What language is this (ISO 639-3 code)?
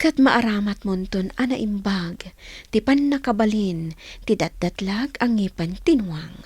ilo